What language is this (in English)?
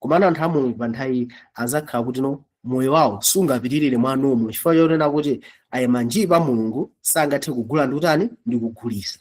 Nyanja